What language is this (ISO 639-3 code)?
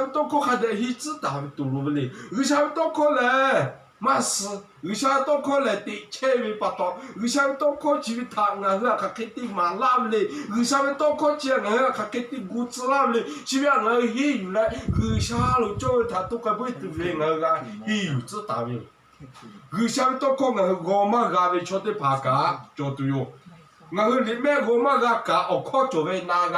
lhu